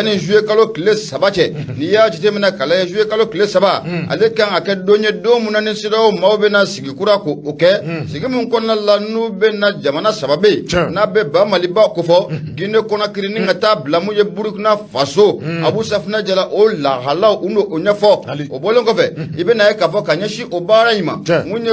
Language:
Bambara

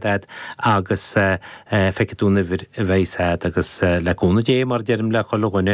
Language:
Irish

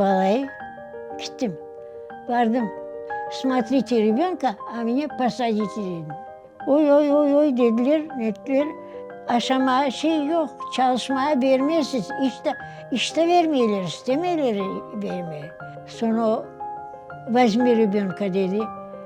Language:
Crimean Tatar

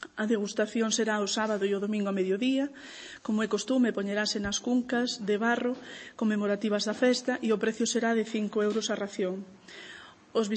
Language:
Galician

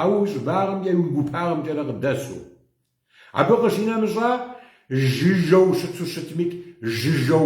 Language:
Kabardian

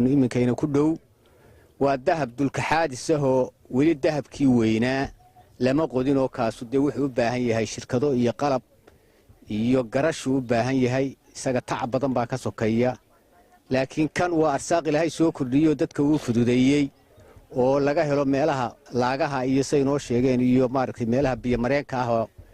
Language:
Somali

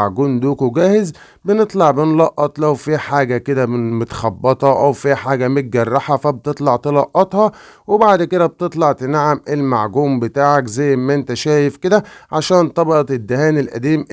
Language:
Egyptian Arabic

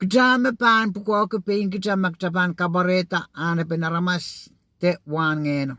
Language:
Pohnpeian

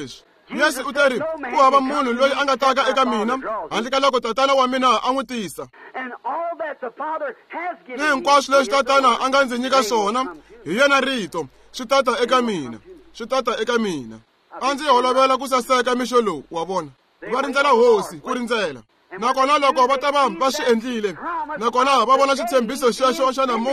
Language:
Tsonga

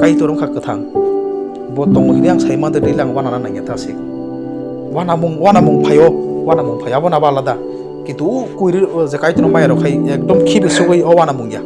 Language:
Kok Borok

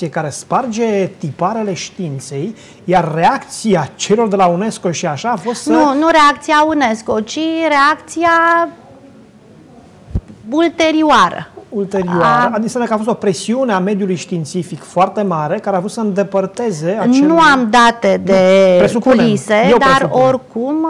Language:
Romanian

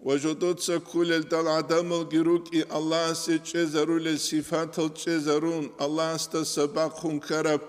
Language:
Avaric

